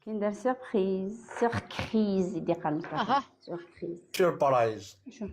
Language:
Algerian Arabic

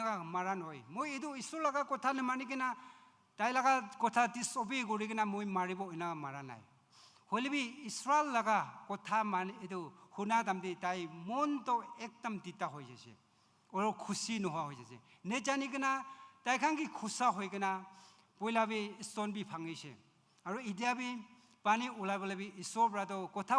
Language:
Naga Pidgin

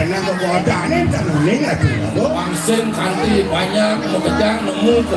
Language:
Balinese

